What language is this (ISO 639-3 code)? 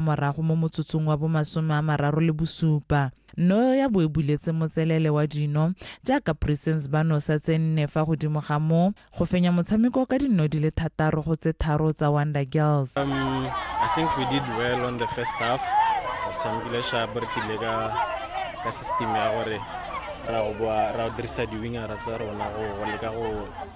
tsn